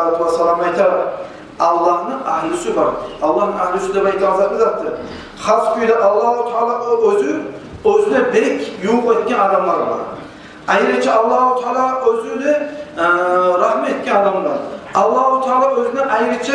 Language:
Kumyk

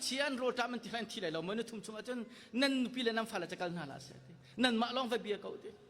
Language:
Hakha Chin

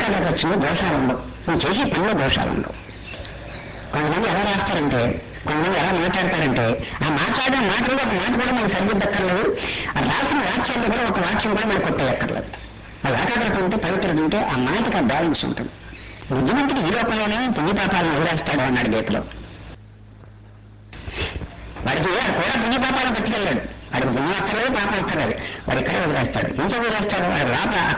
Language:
Telugu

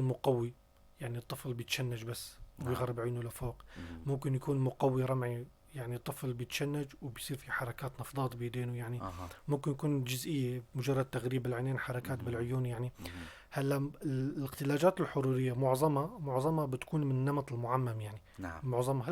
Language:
North Levantine Arabic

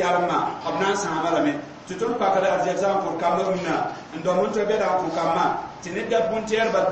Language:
Mossi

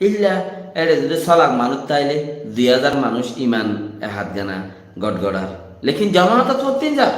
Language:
Rohingya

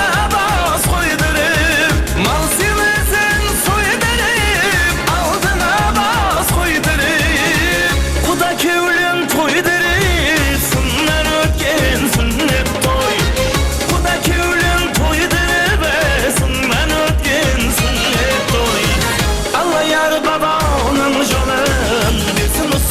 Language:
Kara-Kalpak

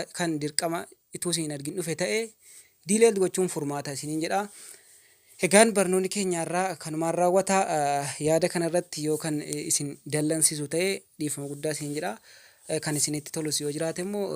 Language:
Oromo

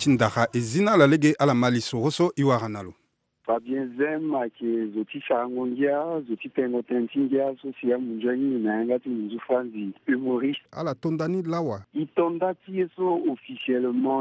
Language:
Sango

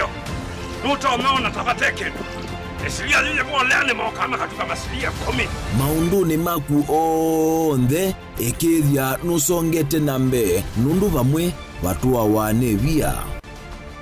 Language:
Kamba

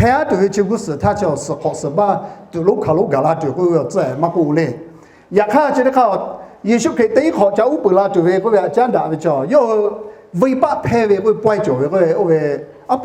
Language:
Lahu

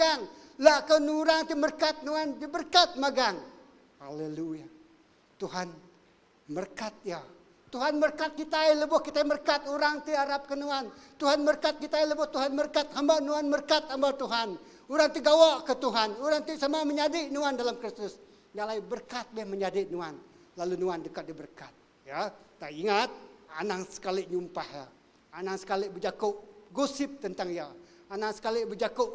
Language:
Iban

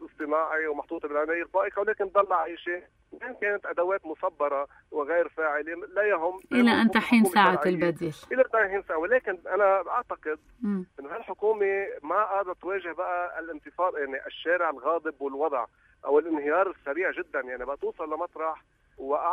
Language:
North Levantine Arabic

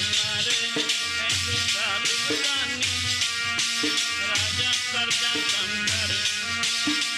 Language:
Punjabi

